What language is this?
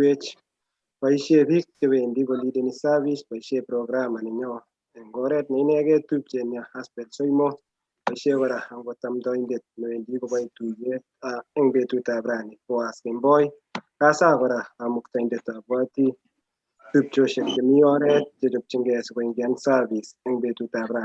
Kalenjin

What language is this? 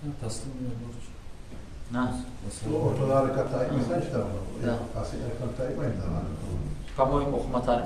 Kumyk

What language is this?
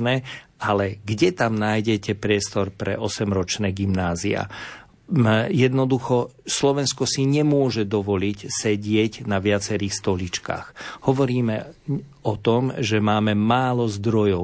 Slovak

